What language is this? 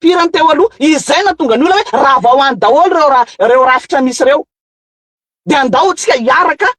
Malagasy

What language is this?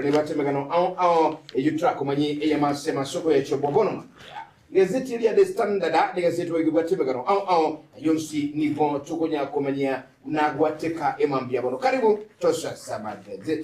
Gusii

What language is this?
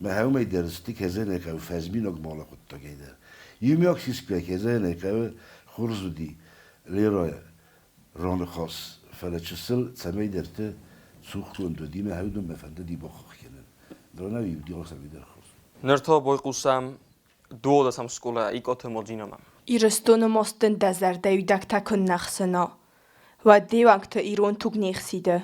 Ossetic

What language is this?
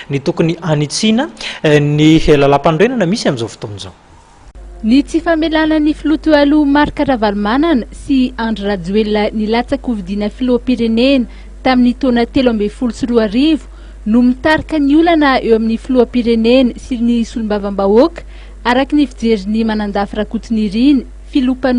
Malagasy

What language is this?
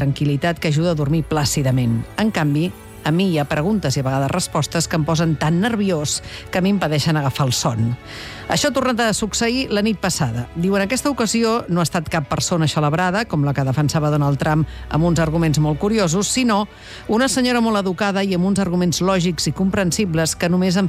Catalan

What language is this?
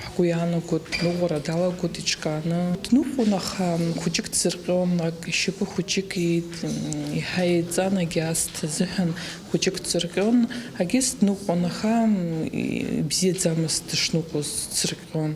Abkhazian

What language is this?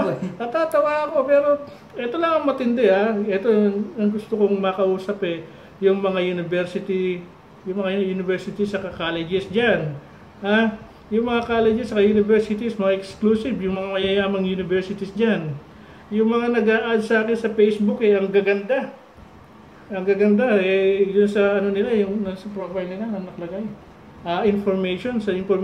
Filipino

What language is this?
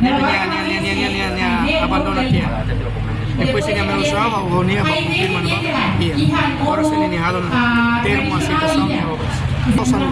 Tetum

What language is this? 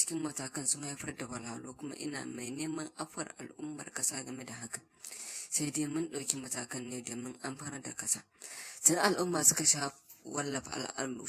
Hausa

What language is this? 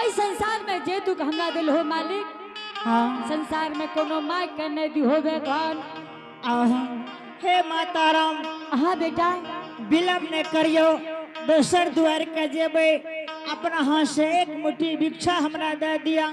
Angika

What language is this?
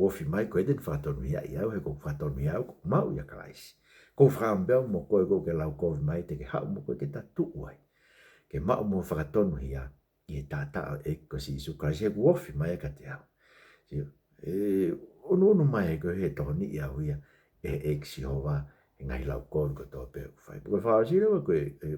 Tongan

